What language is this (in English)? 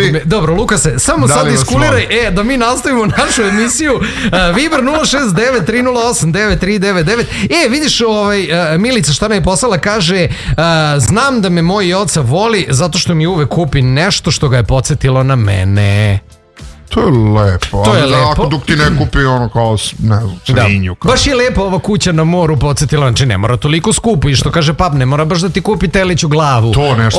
Serbian